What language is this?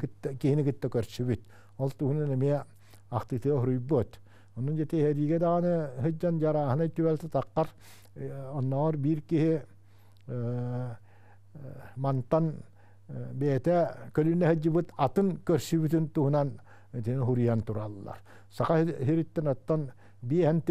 Yakut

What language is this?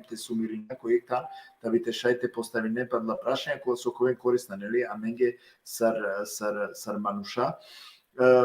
Balkan Romani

